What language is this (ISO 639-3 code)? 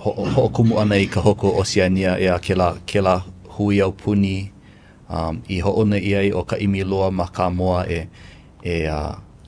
haw